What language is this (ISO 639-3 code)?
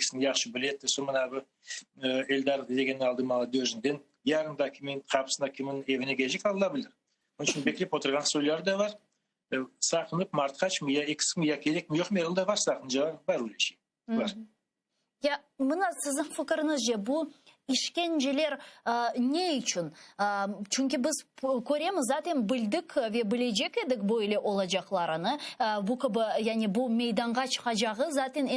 crh